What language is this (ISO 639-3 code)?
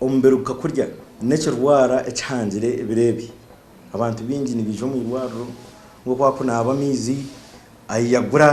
nyn